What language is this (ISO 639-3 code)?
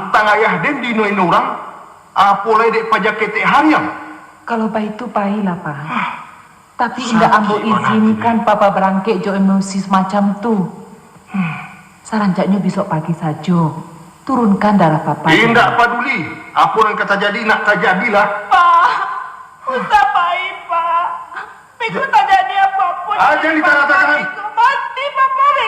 min